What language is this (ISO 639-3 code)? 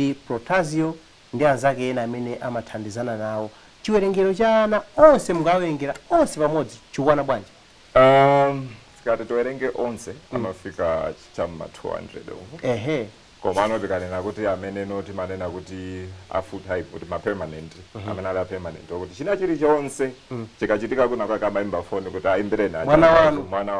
nya